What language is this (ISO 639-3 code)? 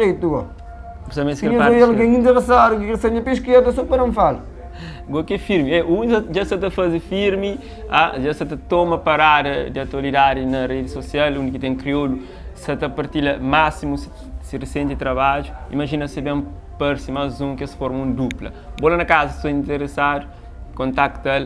kea